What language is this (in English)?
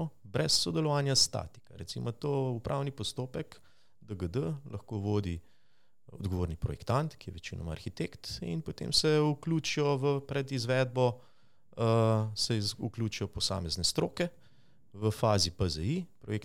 Slovenian